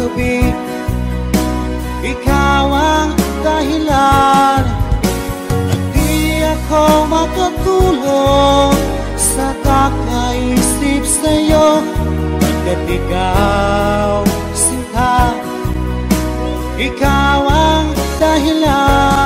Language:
Filipino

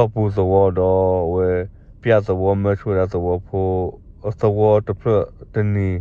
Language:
S'gaw Karen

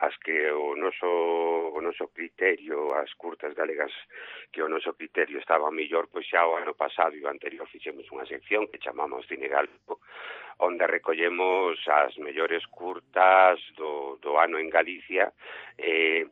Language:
Galician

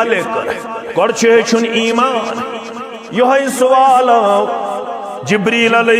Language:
Kashmiri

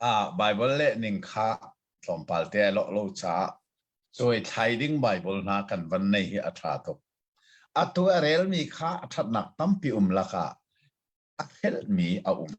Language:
Hakha Chin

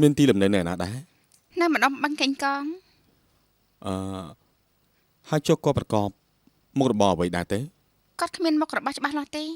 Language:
Khmer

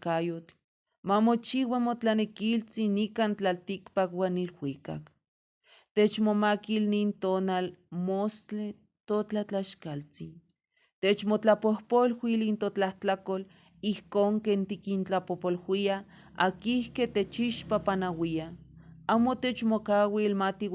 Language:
Eastern Huasteca Nahuatl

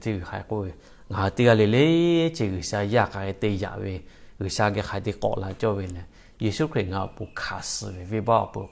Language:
Lahu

